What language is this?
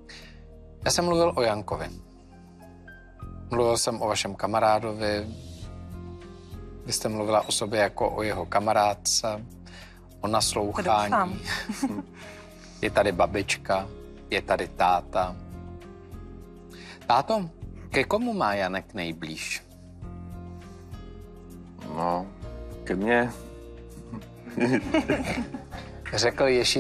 Czech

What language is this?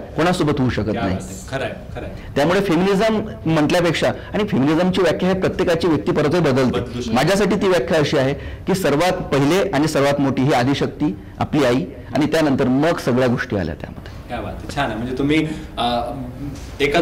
Marathi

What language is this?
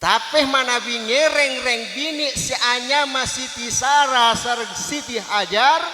Madurese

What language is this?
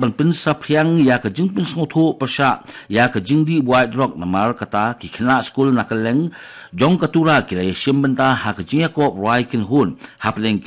Khasi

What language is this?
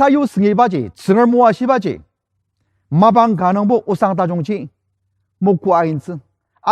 Ao Naga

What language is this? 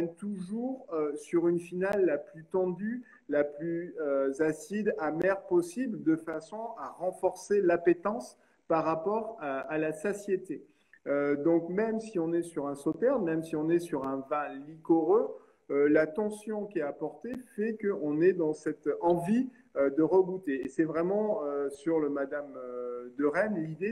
French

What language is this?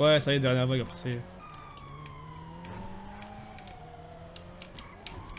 French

